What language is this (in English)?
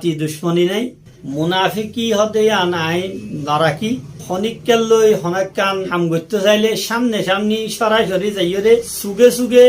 Rohingya